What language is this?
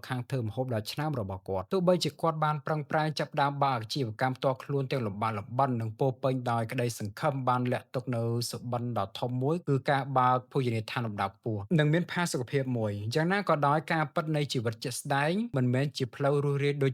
Khmer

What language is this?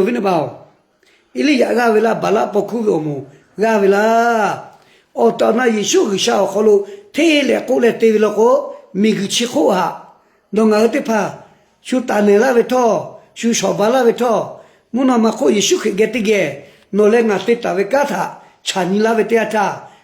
Lahu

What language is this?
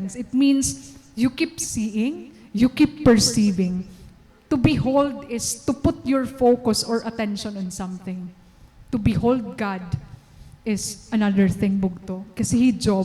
Waray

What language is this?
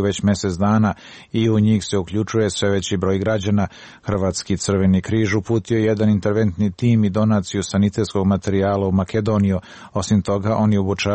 Croatian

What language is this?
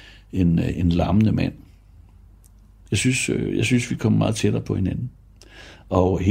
Danish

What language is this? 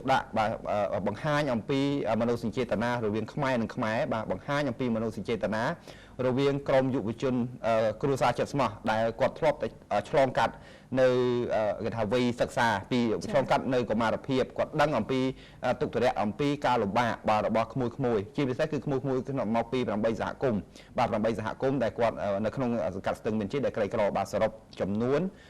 Khmer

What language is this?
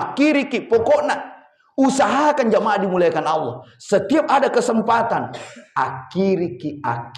Buginese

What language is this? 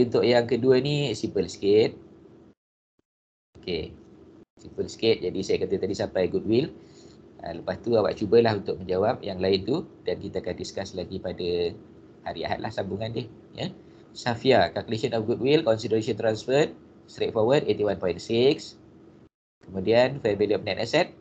Malay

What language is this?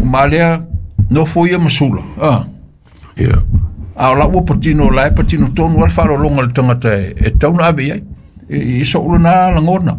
Samoan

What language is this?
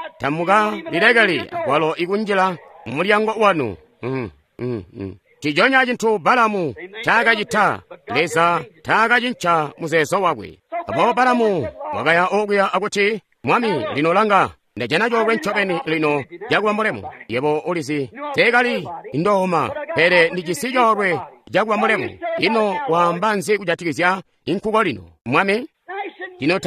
Tonga (Zambia)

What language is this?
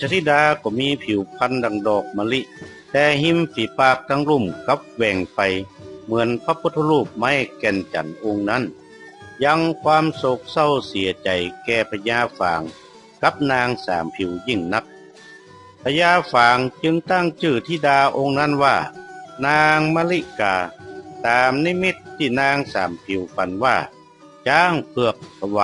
Northern Thai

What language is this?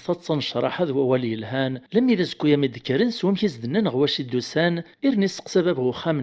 Kabyle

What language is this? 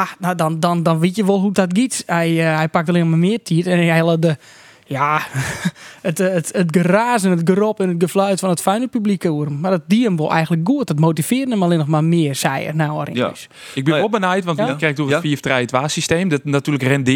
Western Frisian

